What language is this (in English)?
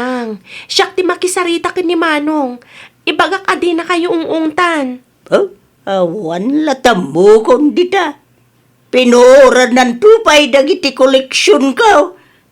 Iloko